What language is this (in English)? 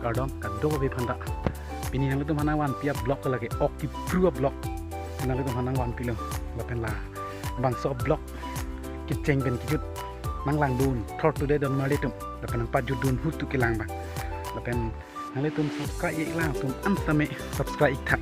Karbi